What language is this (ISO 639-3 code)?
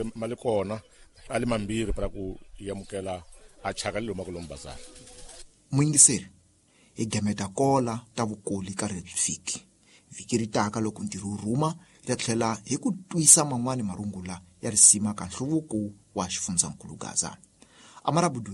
tso